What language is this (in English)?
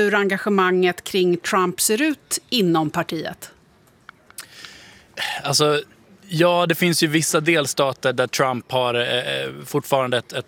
Swedish